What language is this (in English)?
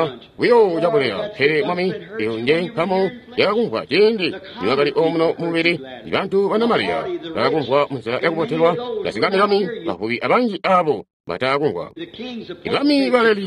Tonga (Zambia)